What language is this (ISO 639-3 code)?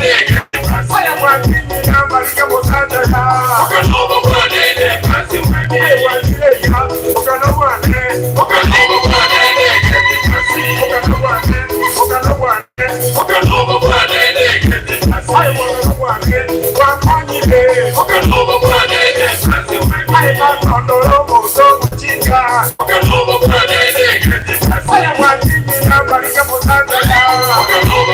guz